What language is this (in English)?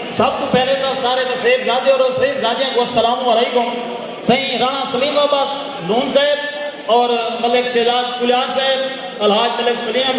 Saraiki